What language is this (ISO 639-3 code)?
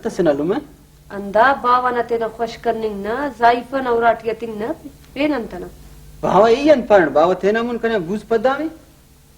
brh